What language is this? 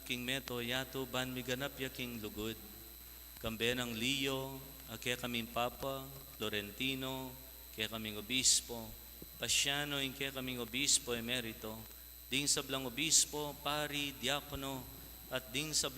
Pampanga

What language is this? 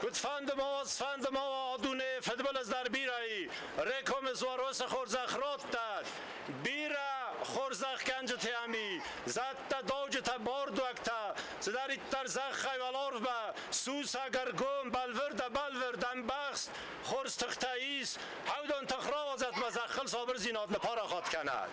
Ossetic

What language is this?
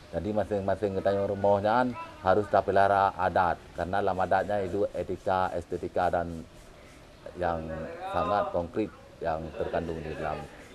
Achinese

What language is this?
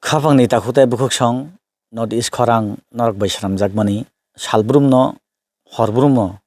Kok Borok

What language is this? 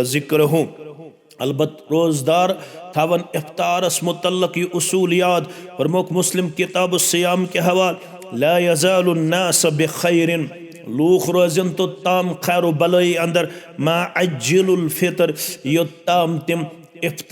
Kashmiri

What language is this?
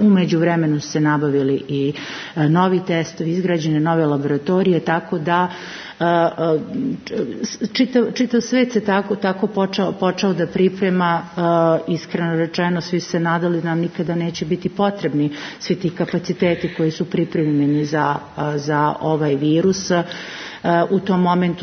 Serbian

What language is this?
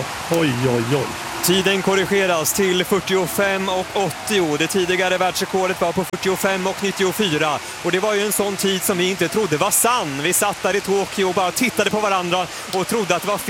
Swedish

